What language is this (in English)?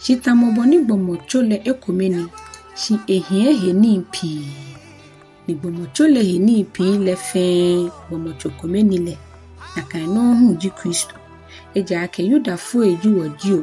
Ga